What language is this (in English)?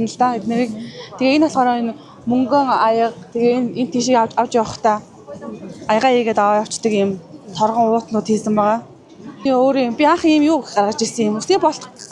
Mongolian